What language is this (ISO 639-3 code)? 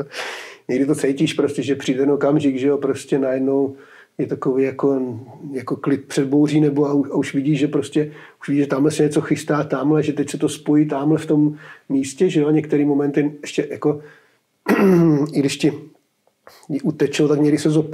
ces